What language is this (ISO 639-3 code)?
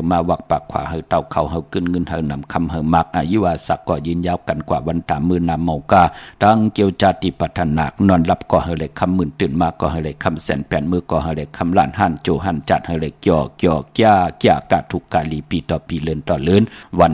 shn